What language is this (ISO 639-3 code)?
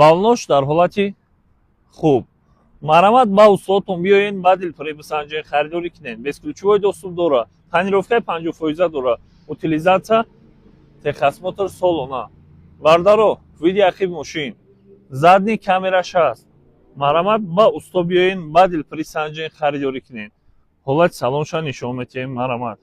tgk